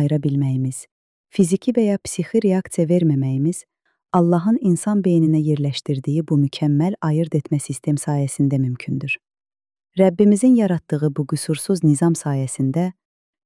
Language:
Azerbaijani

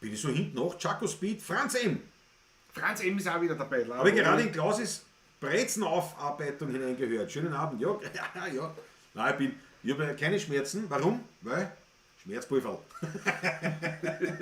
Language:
Bavarian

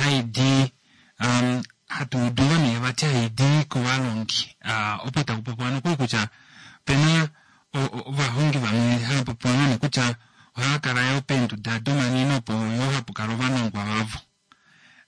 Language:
Kuanyama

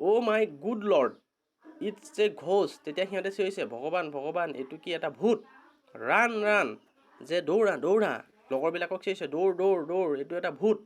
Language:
Assamese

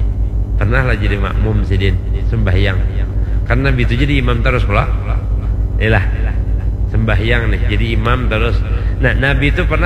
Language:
Banjar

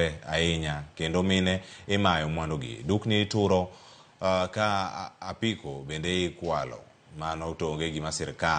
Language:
Luo (Kenya and Tanzania)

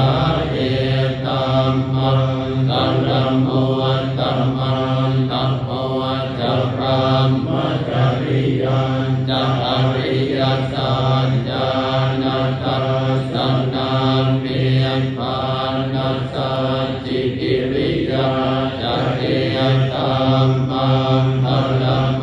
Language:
Pali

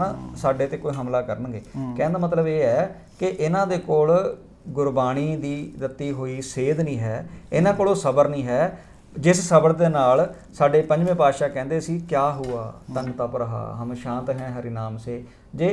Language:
Punjabi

